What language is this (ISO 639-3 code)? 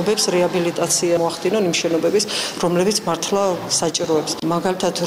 kat